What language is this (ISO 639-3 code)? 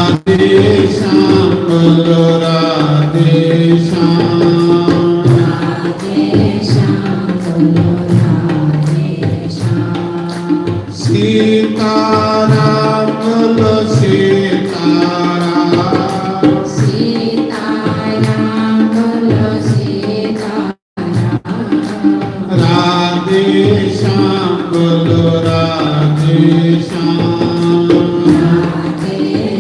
doi